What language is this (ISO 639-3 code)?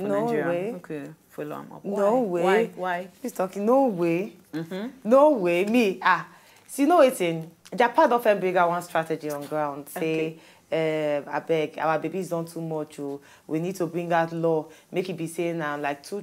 pcm